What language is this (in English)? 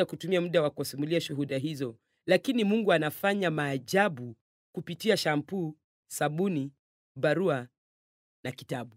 Swahili